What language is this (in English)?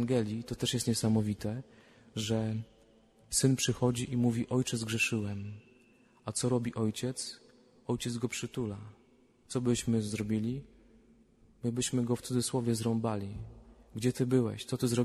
Polish